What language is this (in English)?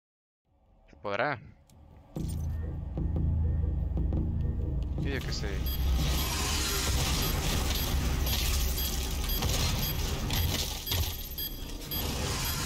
Spanish